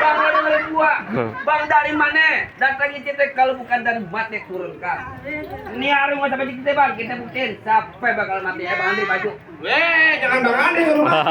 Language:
Betawi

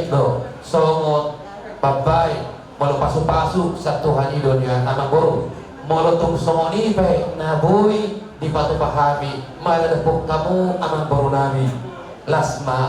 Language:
Batak Toba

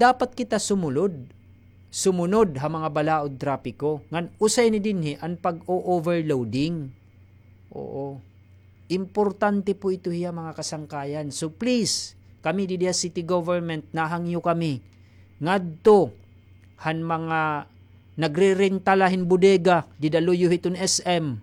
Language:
Waray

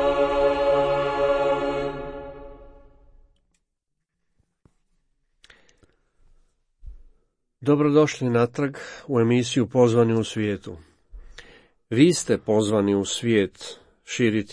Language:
Croatian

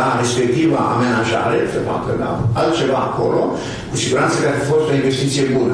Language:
Romanian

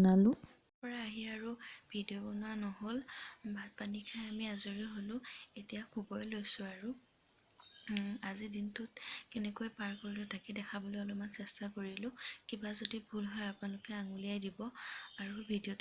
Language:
Assamese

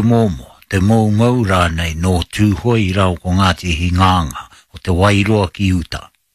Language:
Māori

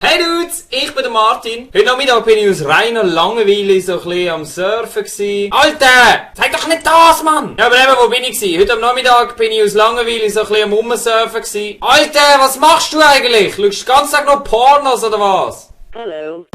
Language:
Swiss German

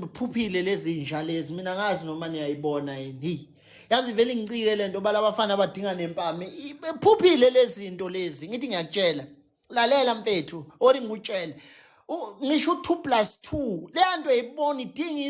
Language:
Zulu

